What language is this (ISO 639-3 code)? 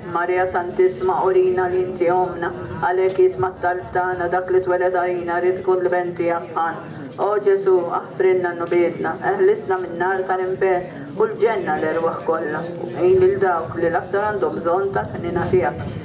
mlt